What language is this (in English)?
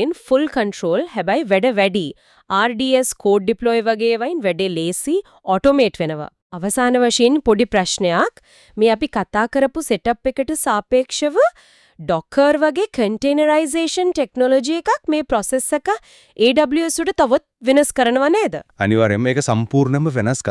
Sinhala